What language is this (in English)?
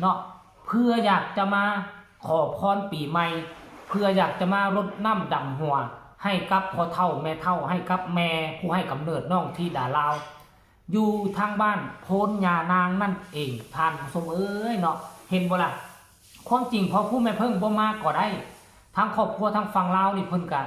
Northeastern Thai